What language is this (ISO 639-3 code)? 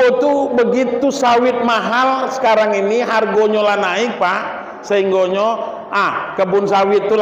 min